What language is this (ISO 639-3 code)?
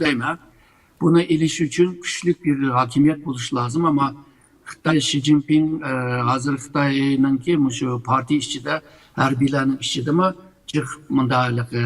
uig